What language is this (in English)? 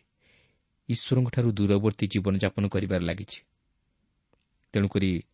Odia